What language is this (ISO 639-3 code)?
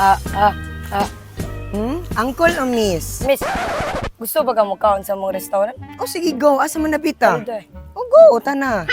ceb